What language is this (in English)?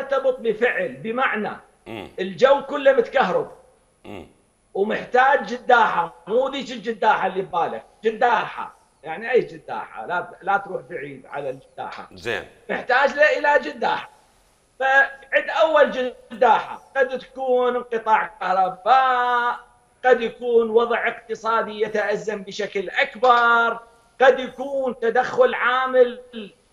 Mesopotamian Arabic